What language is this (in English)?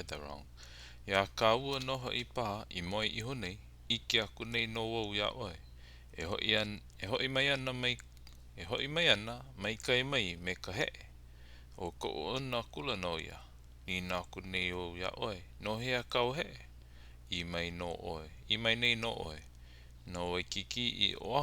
Hawaiian